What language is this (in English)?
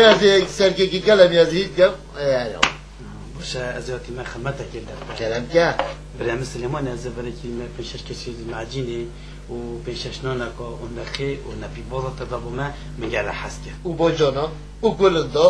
Kurdish